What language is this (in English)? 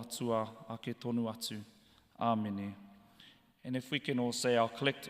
Māori